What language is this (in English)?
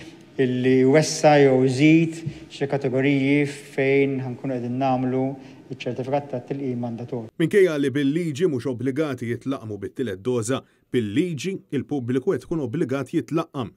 Maltese